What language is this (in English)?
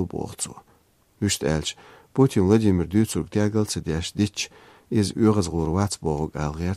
Chechen